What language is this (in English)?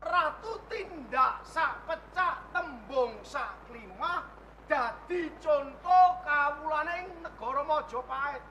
Javanese